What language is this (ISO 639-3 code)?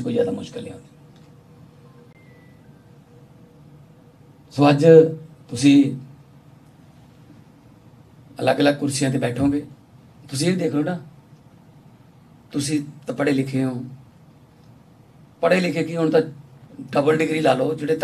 pan